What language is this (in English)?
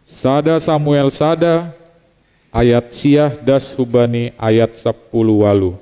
Batak Simalungun